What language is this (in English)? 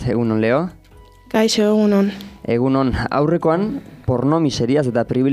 Basque